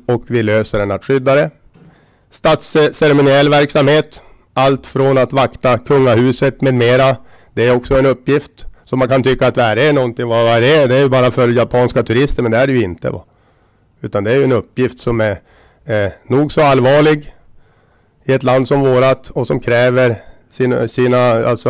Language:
Swedish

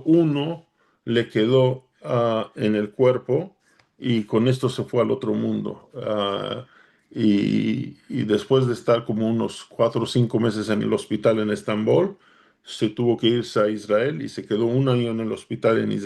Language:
Ladino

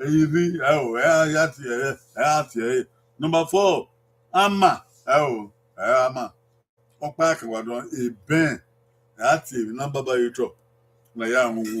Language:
Bini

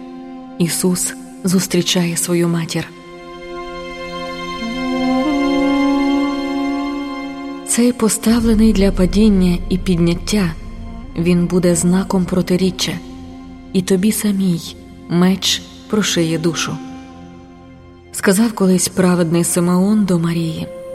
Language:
Ukrainian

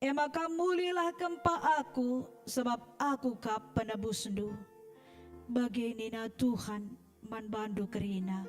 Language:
Batak Karo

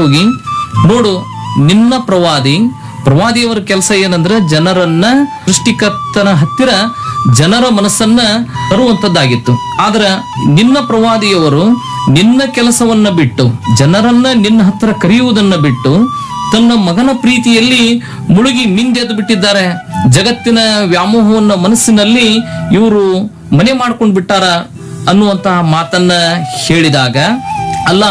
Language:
Kannada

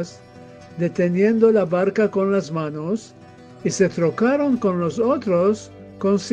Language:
Ladino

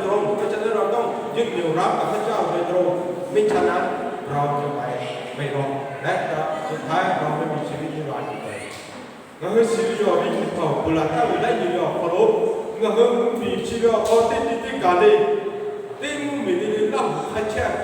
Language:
Lahu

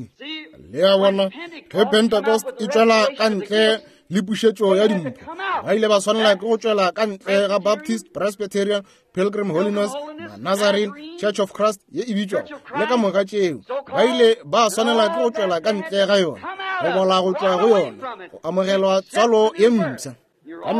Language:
Northern Sotho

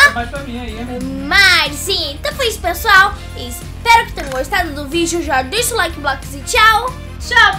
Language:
Portuguese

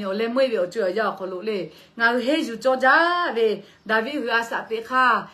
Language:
Lahu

